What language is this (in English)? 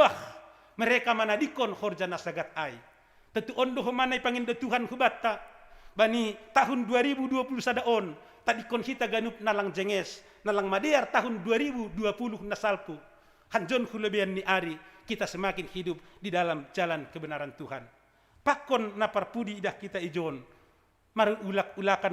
Batak Simalungun